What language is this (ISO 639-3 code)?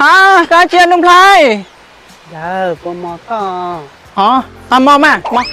hmn